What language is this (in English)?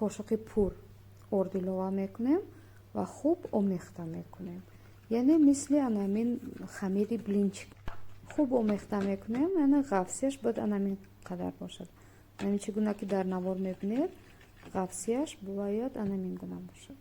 Tajik